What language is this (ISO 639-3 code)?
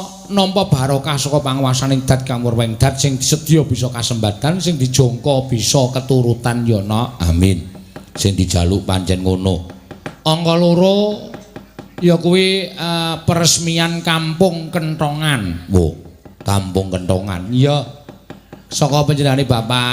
jav